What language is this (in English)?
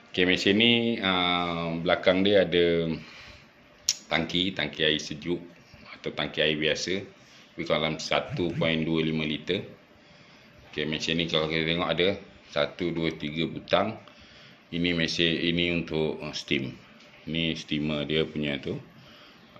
Malay